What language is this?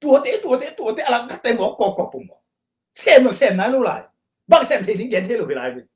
Tedim Chin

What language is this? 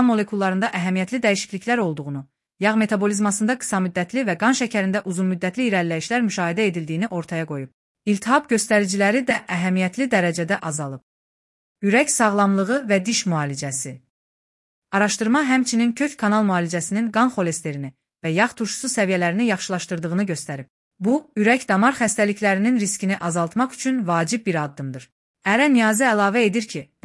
Azerbaijani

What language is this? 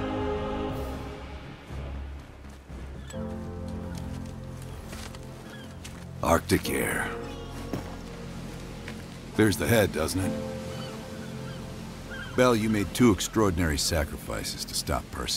English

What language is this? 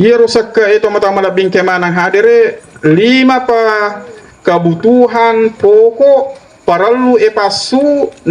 Buginese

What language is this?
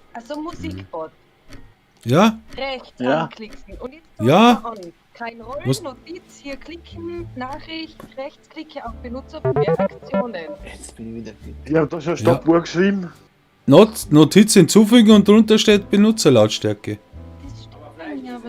Bavarian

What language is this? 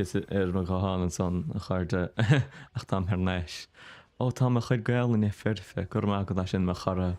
Irish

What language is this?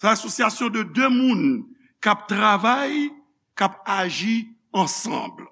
Haitian Creole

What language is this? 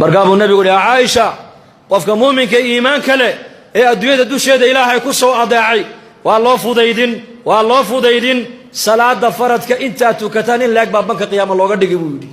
Somali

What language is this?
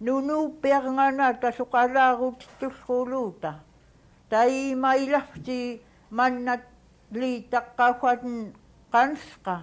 Central Yupik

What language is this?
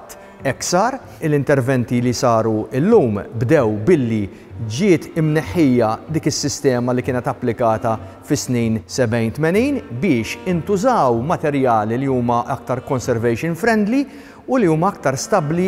Maltese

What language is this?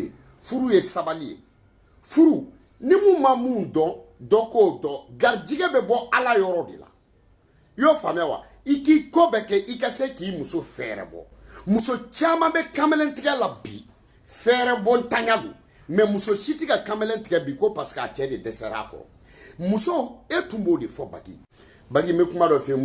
Bambara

